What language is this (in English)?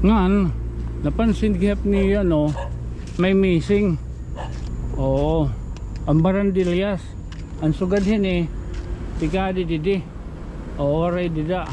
Waray